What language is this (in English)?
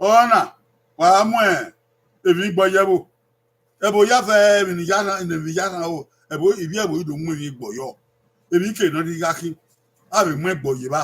Bini